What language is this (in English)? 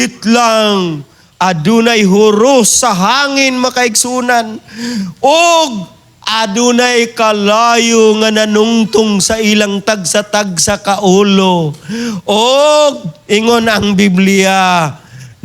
Cebuano